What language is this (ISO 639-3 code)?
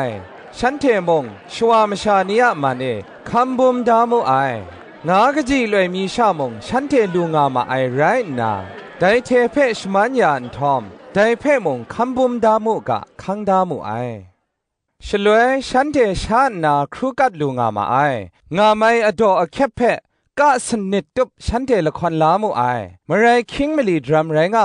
kac